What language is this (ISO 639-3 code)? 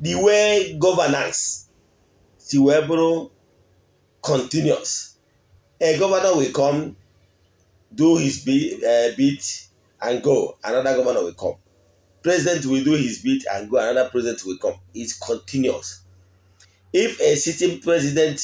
ibo